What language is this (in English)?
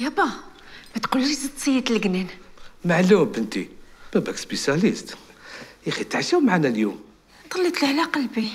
Algerian Arabic